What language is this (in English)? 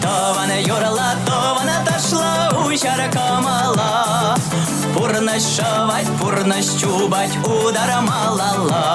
Chuvash